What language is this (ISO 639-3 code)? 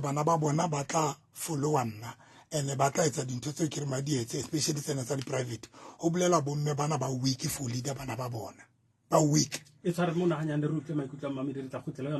sot